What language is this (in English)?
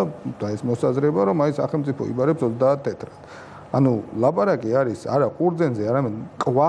Georgian